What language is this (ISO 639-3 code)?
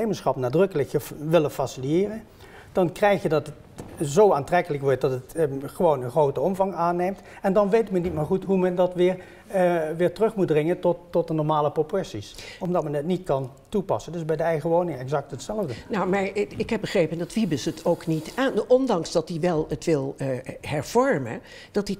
nld